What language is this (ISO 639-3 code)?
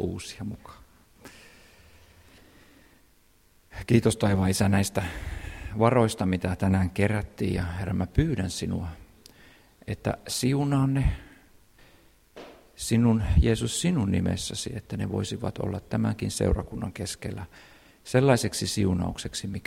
fin